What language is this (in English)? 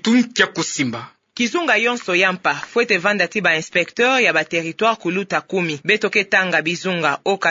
Kituba (Democratic Republic of Congo)